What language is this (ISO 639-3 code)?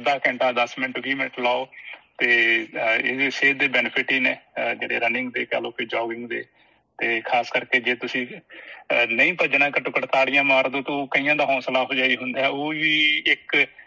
pan